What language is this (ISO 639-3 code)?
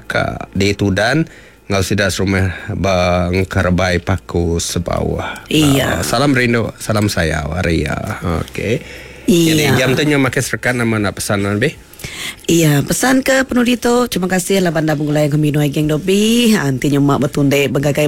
iba